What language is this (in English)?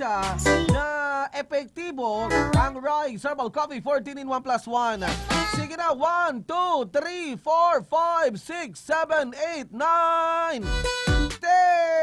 Bikol